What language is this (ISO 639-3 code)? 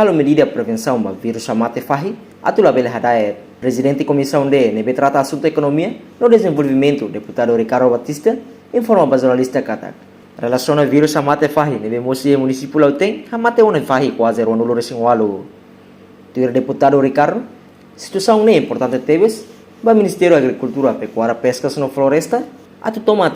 tet